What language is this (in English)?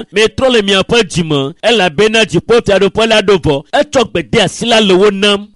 Ewe